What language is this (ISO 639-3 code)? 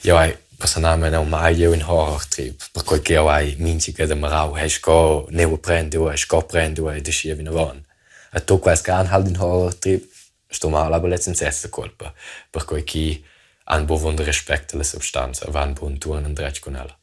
roh